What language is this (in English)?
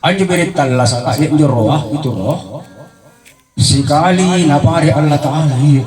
Makasar